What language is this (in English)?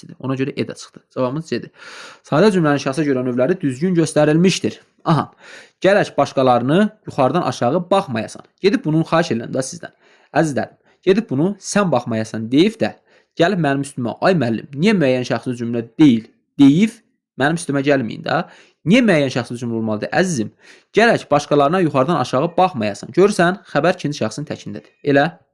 Azerbaijani